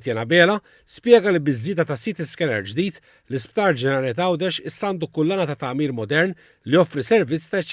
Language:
Maltese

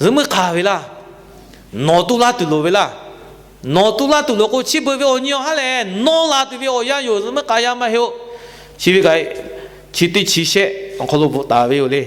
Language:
Lahu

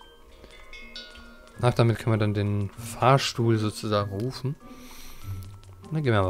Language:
German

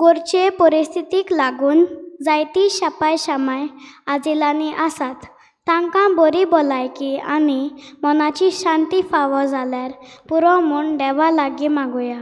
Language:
Konkani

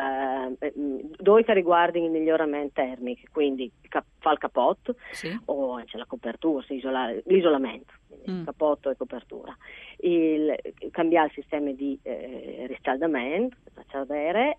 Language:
Friulian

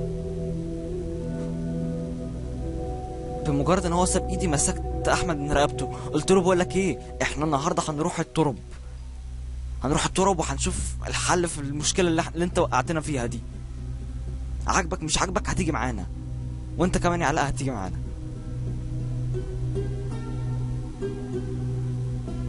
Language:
Egyptian Arabic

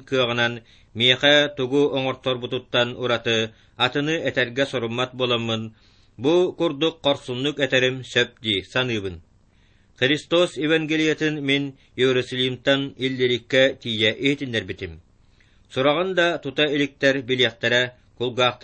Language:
Yakut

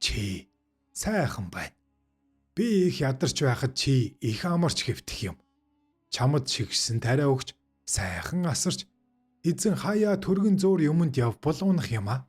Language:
Mongolian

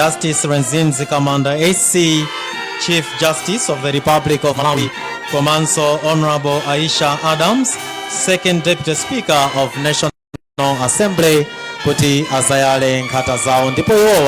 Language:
Nyanja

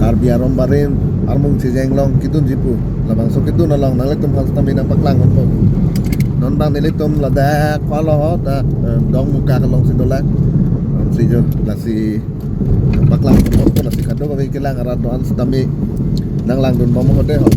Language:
Karbi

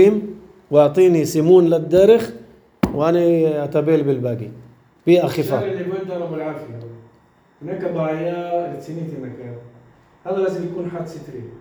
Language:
North Levantine Arabic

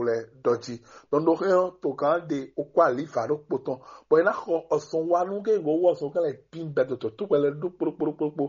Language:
Fon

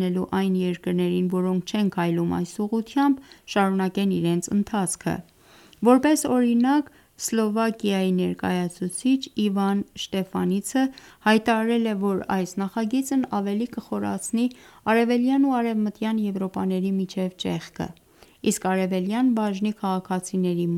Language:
Armenian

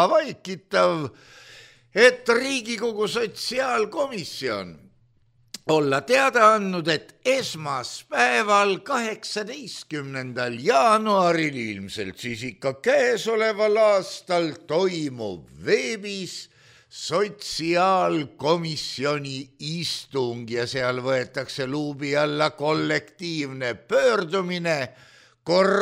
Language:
Estonian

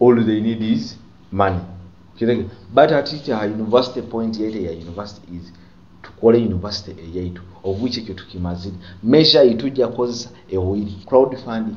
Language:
Nyoro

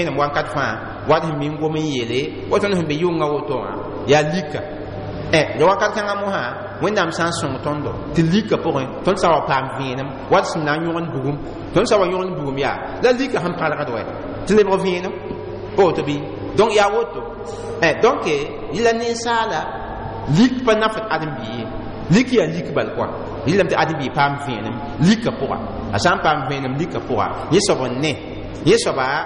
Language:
Mossi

